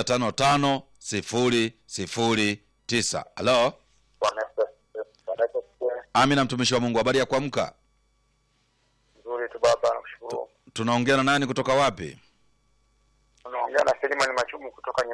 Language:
Swahili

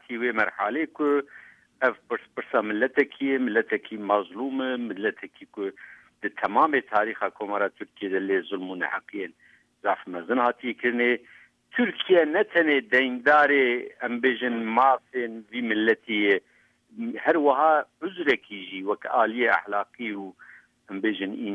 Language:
Kurdish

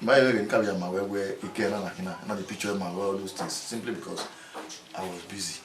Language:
Bini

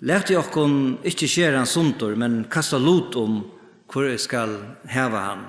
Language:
Faroese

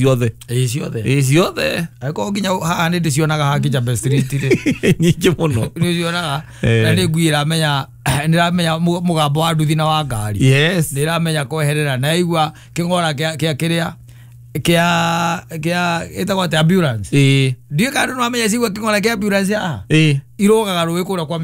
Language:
Kikuyu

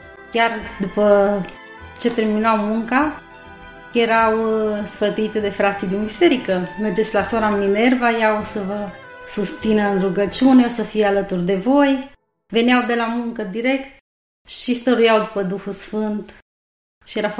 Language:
Romanian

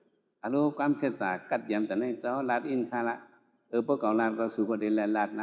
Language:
Shan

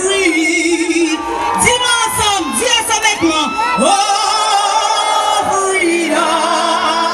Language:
Seselwa Creole French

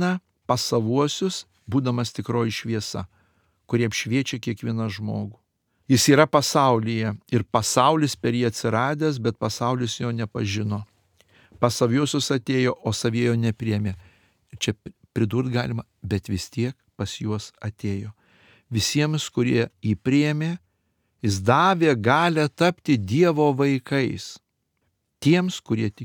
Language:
Lithuanian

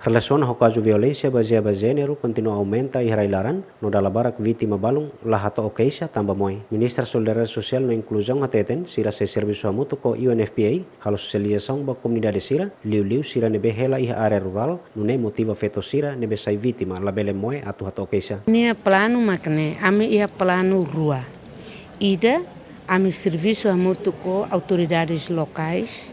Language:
Tetum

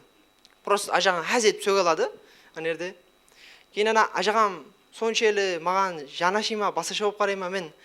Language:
Kara-Kalpak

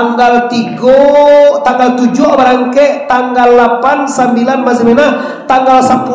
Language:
Minangkabau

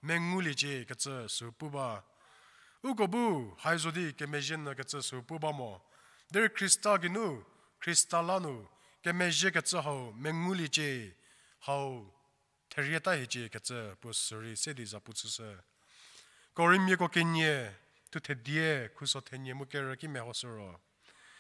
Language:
Angami Naga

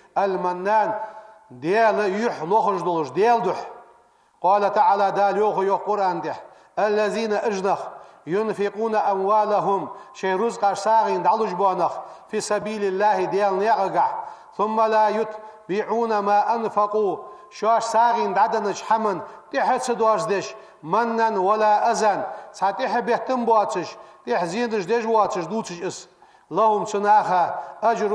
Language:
Ingush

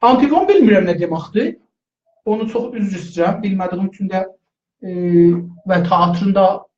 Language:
South Azerbaijani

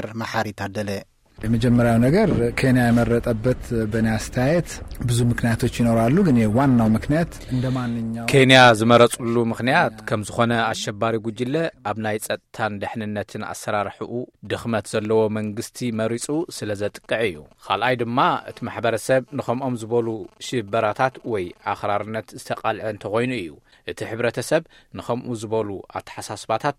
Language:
Tigrinya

